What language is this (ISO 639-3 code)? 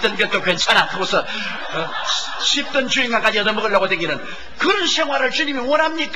kor